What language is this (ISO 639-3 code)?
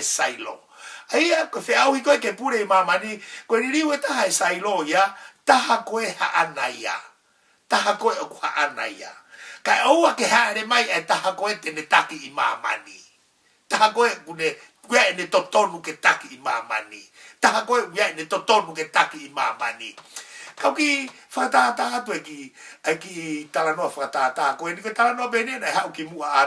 ton